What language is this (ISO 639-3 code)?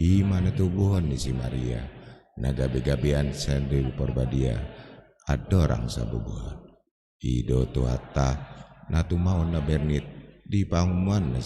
bbc